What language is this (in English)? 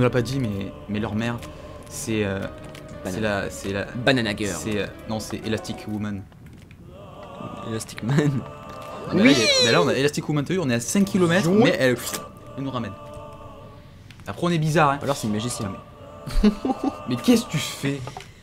French